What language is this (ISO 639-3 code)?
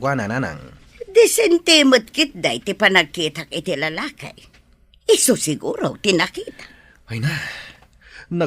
ilo